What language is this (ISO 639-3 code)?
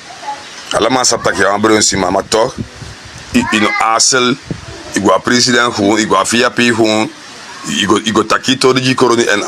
srn